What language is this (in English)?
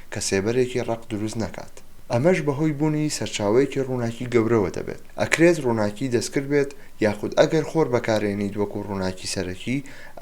Central Kurdish